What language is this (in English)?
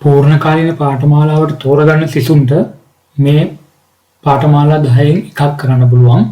Sinhala